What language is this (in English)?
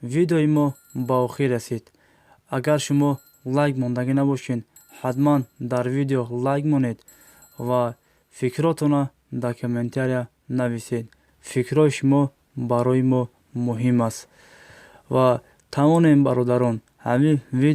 Tajik